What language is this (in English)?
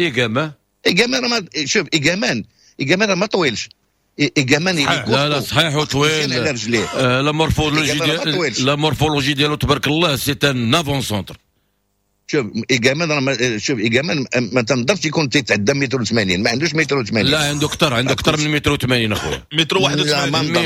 Moroccan Arabic